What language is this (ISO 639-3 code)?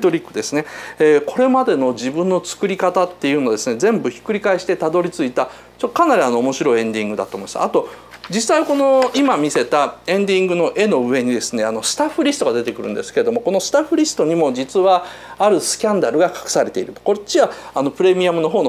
jpn